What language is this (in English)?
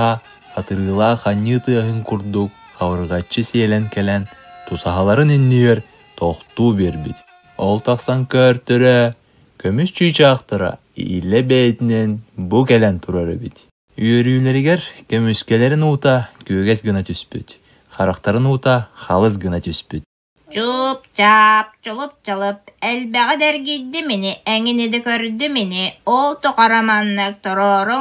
Yakut